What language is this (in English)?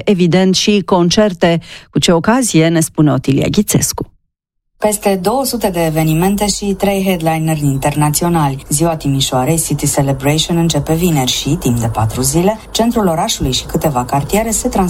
Romanian